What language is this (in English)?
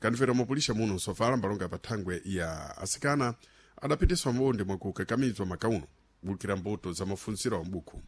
Sena